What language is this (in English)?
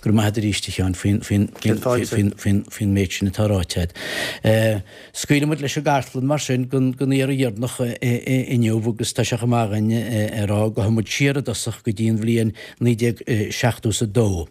Irish